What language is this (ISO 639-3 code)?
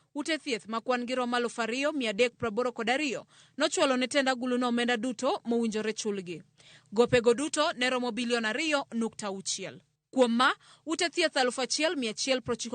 luo